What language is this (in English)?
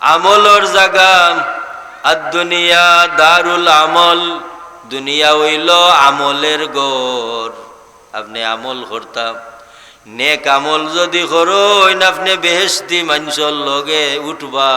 Sylheti